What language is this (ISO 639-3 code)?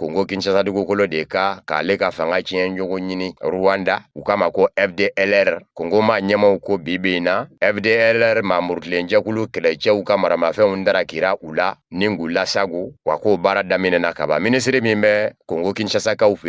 bam